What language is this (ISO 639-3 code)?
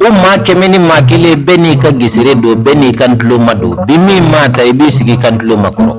bam